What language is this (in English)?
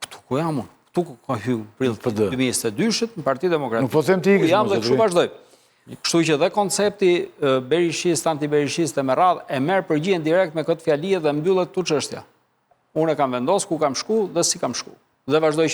Albanian